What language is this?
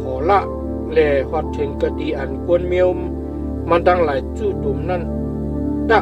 Shan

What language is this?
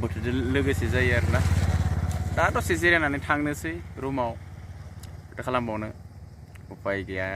Bodo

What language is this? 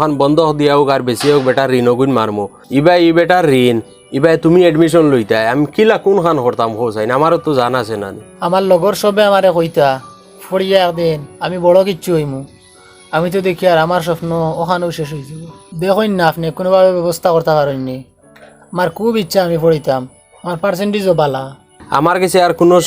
Sylheti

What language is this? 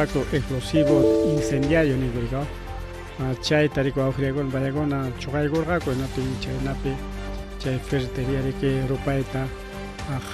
Ayacucho Quechua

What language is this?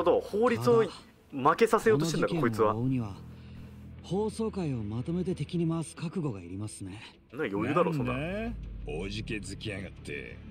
Japanese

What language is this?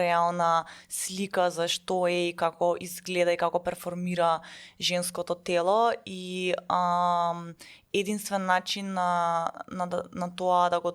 Macedonian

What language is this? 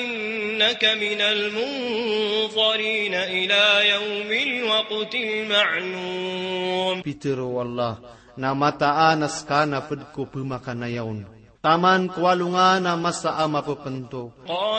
Maranao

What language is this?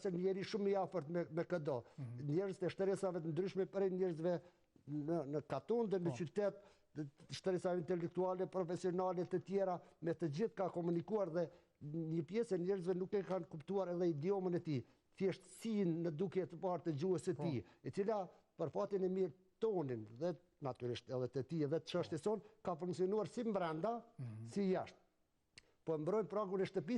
Albanian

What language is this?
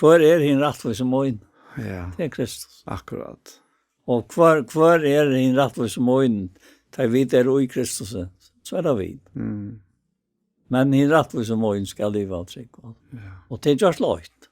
Faroese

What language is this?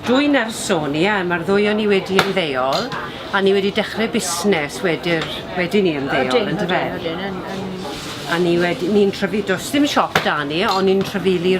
Welsh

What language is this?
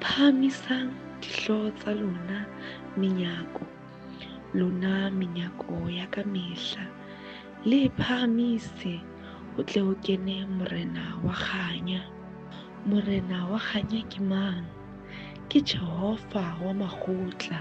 Southern Sotho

